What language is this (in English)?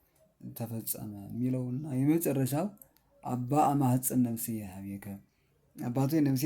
Amharic